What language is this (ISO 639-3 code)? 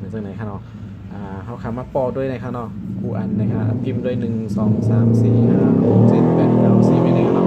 shn